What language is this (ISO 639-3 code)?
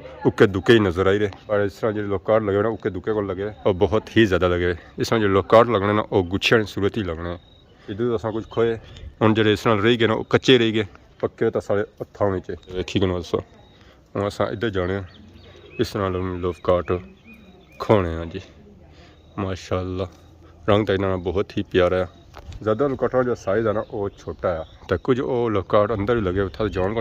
phr